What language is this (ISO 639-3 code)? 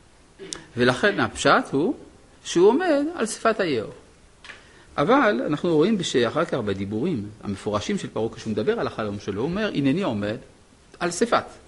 heb